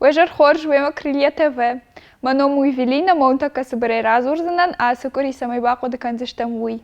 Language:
Ossetic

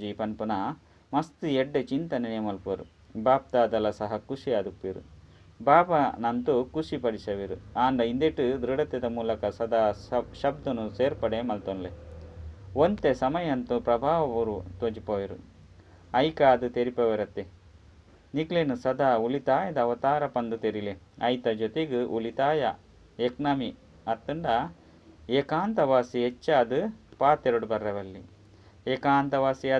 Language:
Tulu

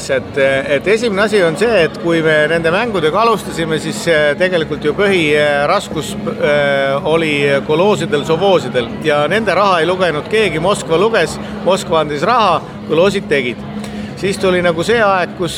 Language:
Estonian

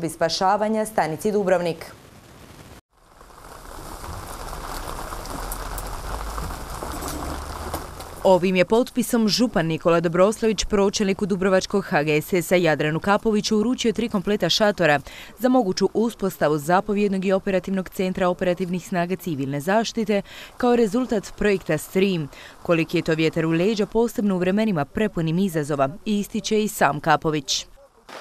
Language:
Croatian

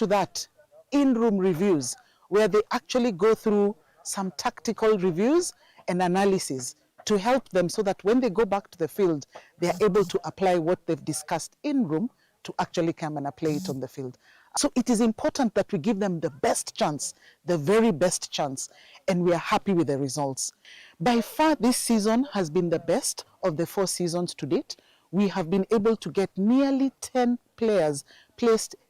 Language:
Kamba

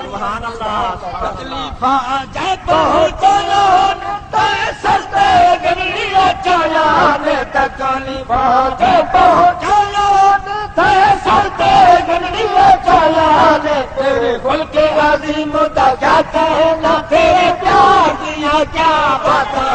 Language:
Saraiki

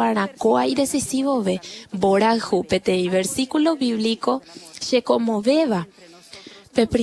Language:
Guarani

